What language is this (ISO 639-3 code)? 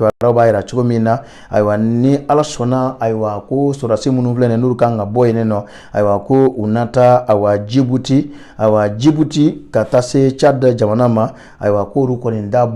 bam